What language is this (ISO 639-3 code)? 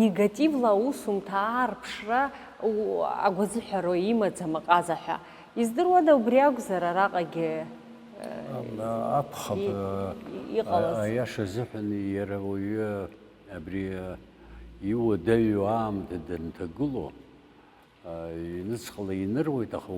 abk